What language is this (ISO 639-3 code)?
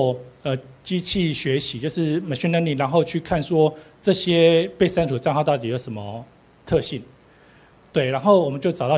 zho